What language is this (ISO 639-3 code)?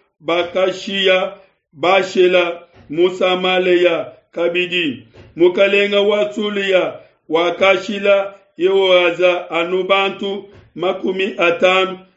lua